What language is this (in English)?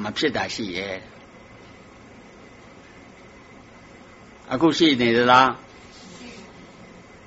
Burmese